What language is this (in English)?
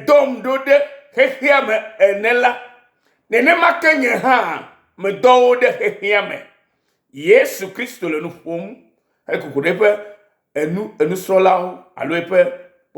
Ewe